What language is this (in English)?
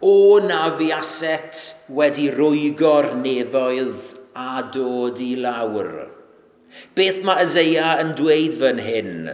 Welsh